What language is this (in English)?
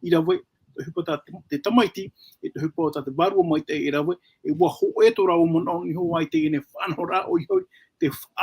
Tahitian